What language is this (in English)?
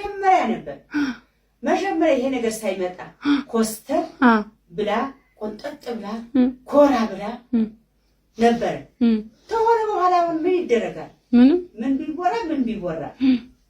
Amharic